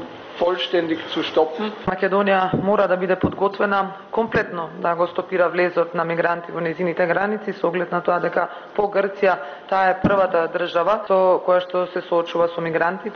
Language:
Macedonian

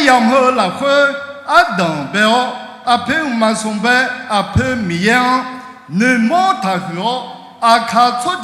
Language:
Akha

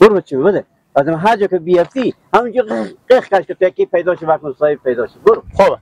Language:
Hazaragi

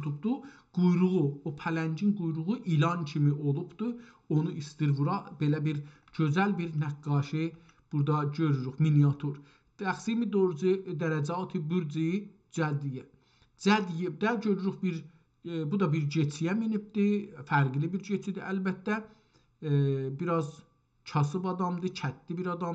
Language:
South Azerbaijani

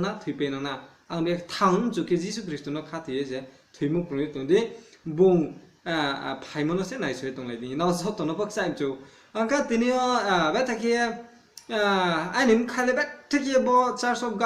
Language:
Riang (India)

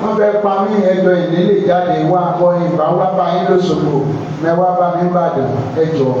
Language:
Yoruba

